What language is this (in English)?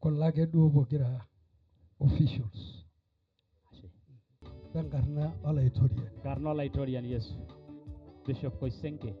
Masai